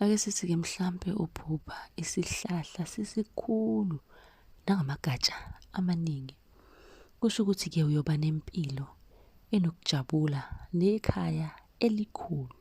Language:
Zulu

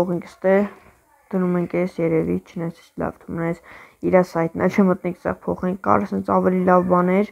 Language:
Armenian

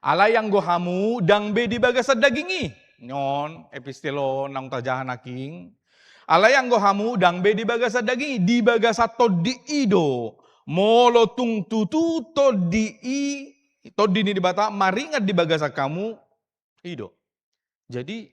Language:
Batak Toba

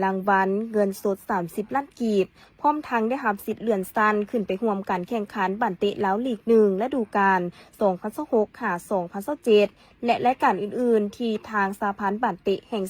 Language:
Lao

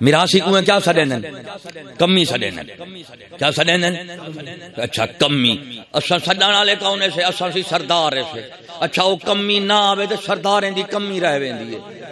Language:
Saraiki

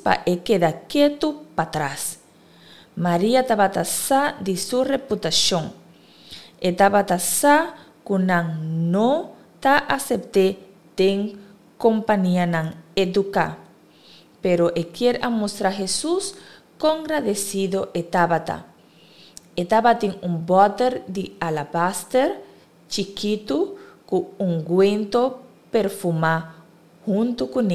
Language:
Papiamento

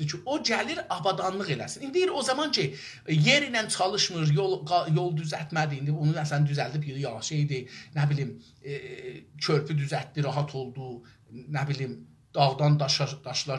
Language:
South Azerbaijani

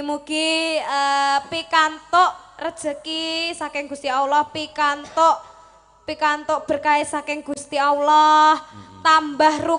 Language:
Javanese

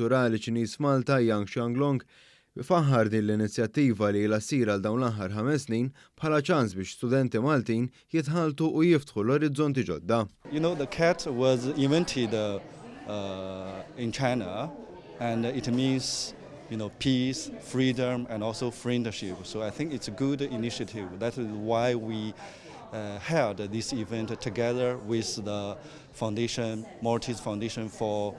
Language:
Maltese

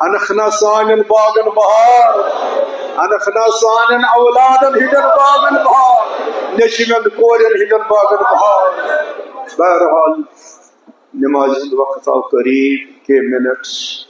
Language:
Kashmiri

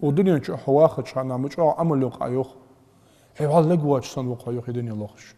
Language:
Ingush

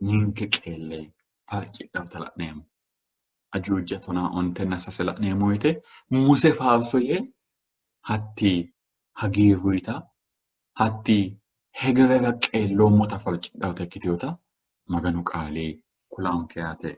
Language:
Sidamo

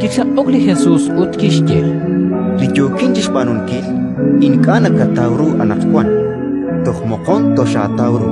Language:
Kekchí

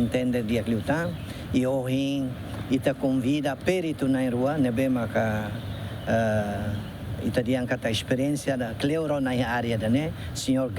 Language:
Tetum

